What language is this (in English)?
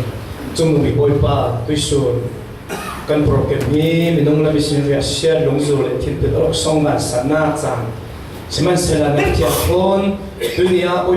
Falam Chin